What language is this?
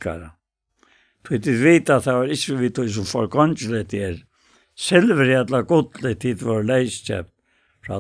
Faroese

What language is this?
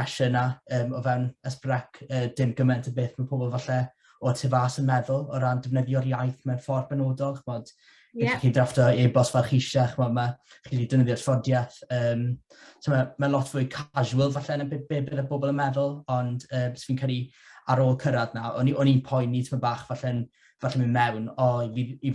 Welsh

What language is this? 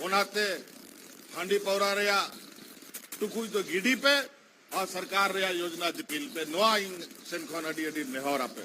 Santali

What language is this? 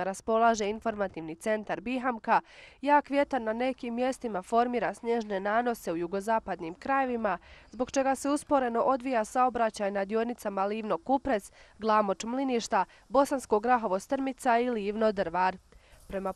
Bosnian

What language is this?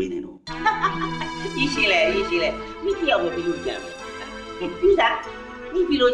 Burmese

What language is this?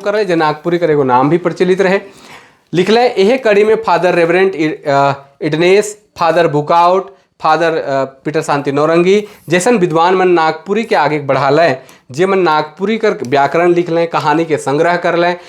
Sadri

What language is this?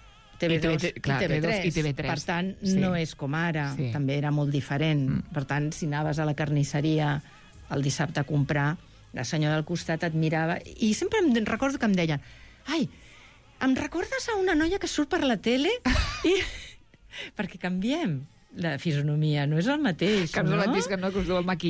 Catalan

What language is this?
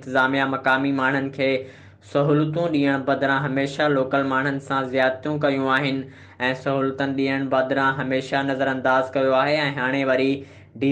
Sindhi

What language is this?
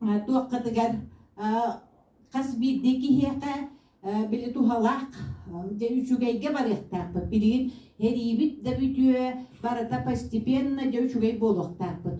Yakut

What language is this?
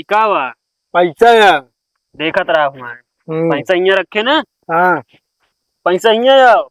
Awadhi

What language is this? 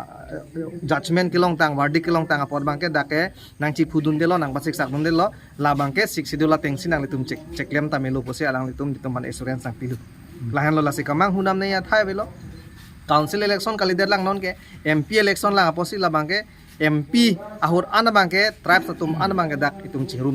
Karbi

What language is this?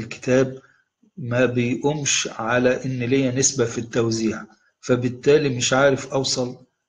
Egyptian Arabic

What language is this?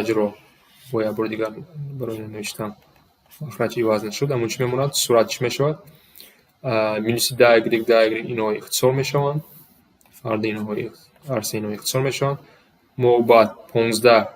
Tajik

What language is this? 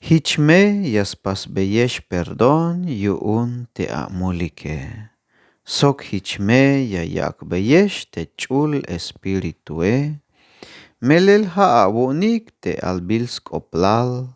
Tzeltal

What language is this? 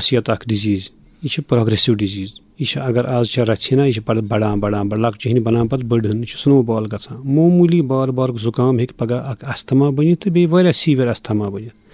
Kashmiri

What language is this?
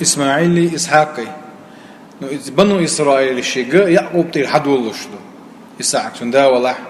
Chechen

